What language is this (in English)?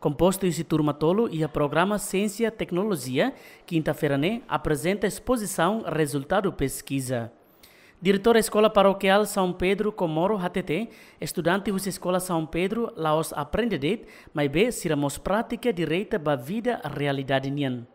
Tetum